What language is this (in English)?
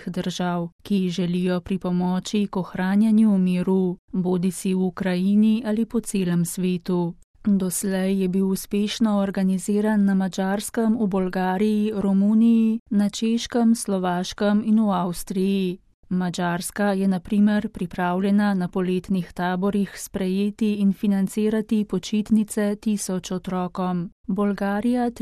Slovenian